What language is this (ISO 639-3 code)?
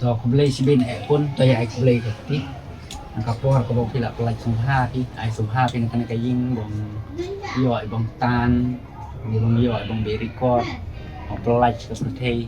kha